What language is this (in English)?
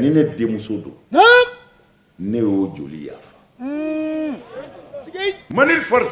Bambara